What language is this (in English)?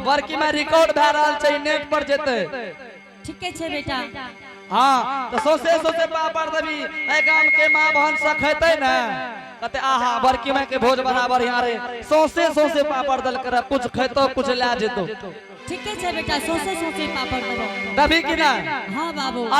Angika